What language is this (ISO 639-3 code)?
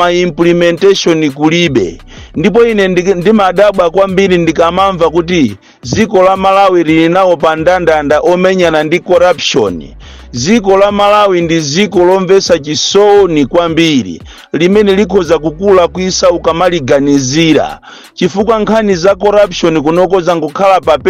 nya